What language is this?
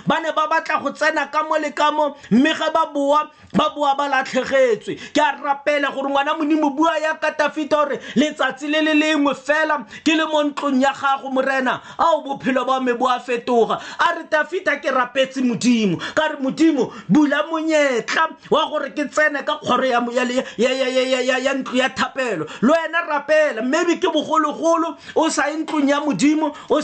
Tswana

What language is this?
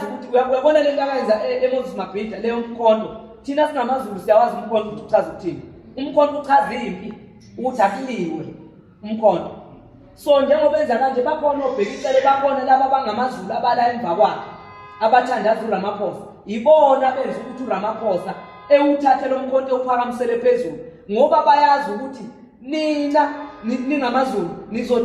Zulu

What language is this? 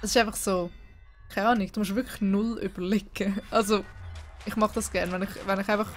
Swiss German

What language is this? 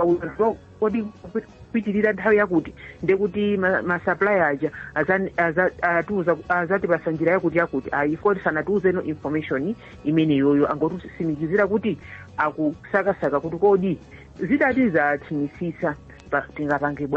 Nyanja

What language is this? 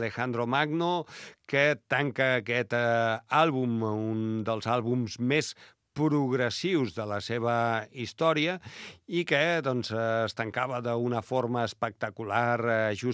Catalan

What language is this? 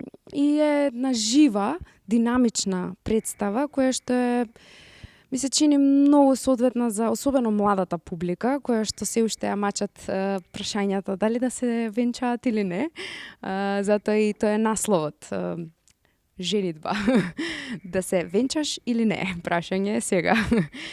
Macedonian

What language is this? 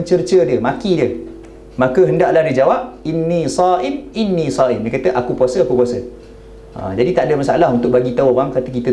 Malay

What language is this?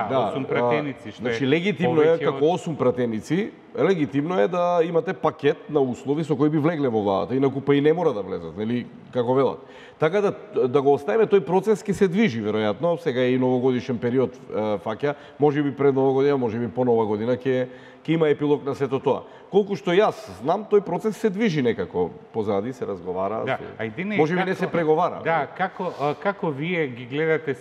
Macedonian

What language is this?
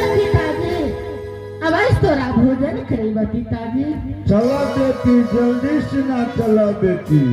Maithili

